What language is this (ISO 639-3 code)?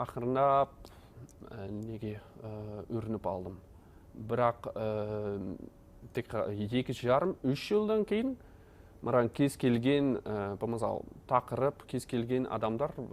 kaz